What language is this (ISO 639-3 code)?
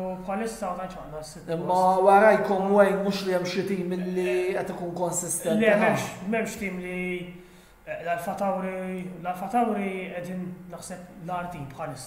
mlt